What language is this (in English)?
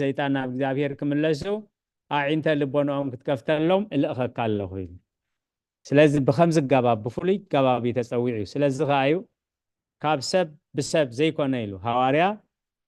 Tigrinya